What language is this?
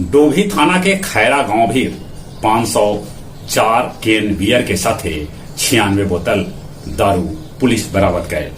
Magahi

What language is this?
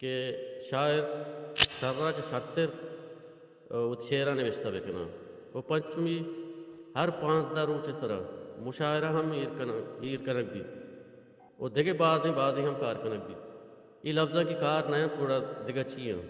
Baluchi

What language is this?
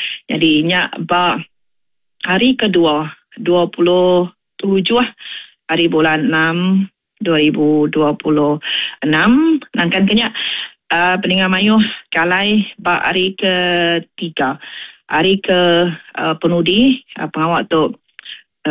Iban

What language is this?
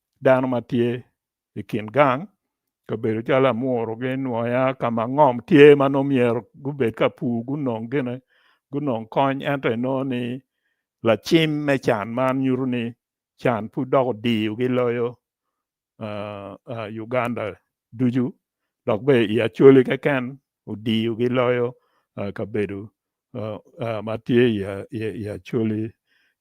Acoli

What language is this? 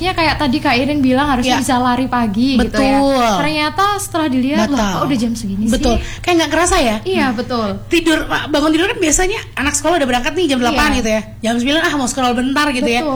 Indonesian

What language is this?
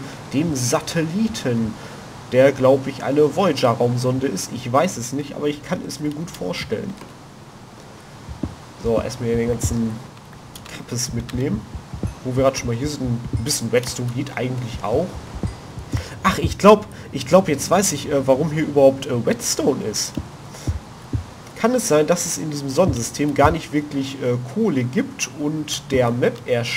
German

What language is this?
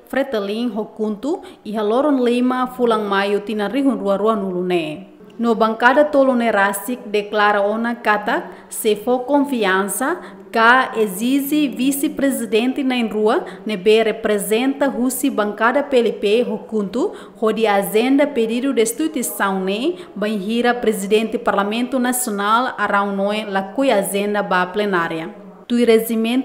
Tetum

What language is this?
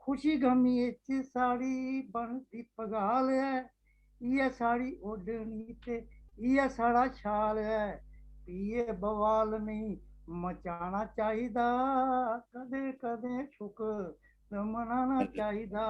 Dogri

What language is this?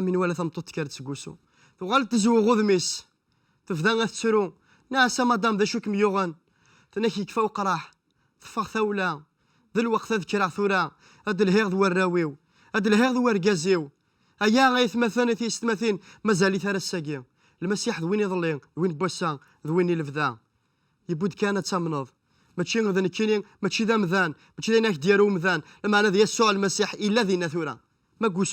Kabyle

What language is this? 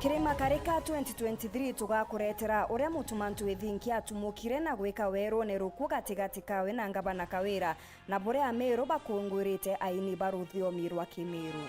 Meru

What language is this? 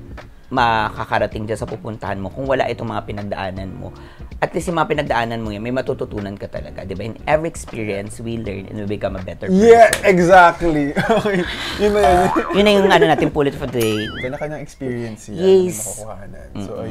Filipino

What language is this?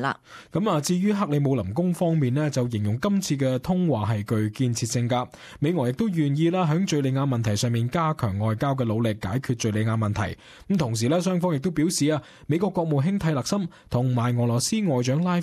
Cantonese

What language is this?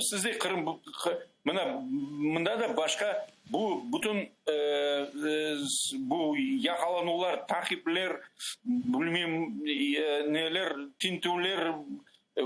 Crimean Tatar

